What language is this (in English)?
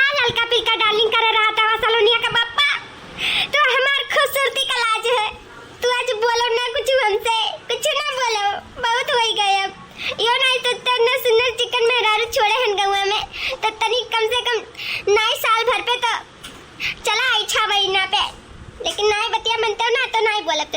Awadhi